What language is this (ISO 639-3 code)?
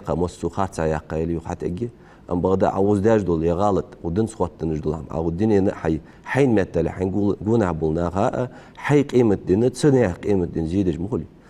inh